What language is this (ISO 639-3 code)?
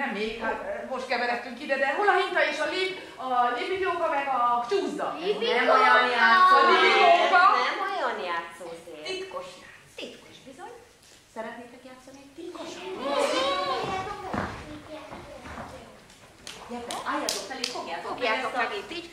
hun